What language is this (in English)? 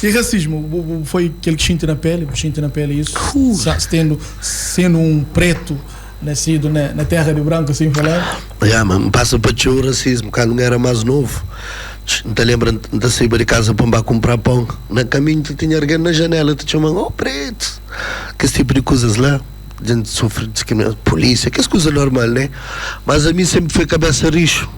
Kabuverdianu